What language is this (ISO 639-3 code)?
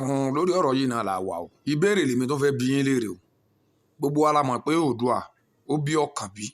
yor